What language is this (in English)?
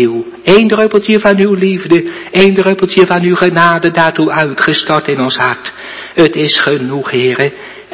Dutch